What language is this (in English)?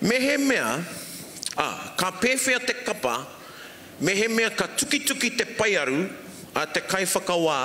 Māori